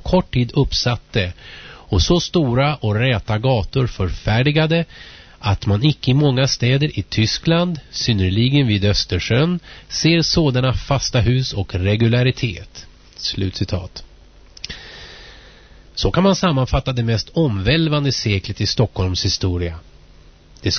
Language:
Swedish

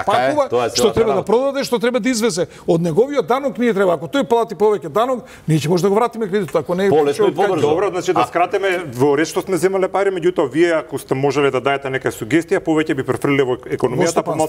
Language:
Macedonian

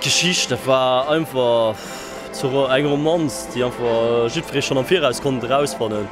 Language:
Luxembourgish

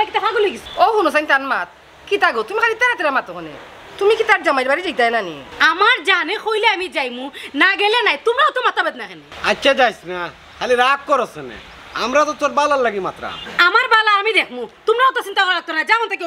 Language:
Sylheti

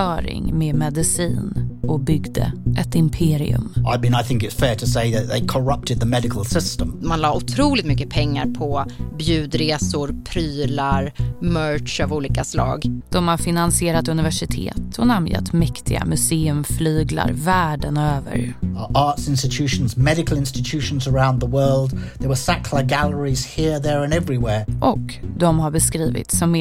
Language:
Swedish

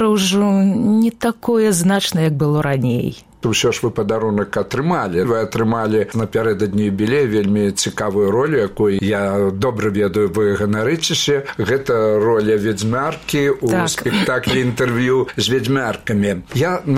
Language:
Belarusian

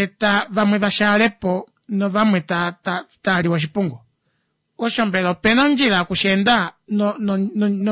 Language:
Kuanyama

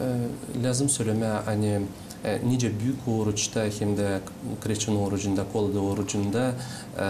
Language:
Gagauz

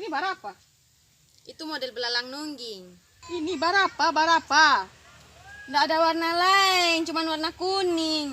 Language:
Ambonese Malay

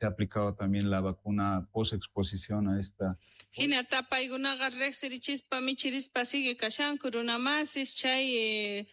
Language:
South Bolivian Quechua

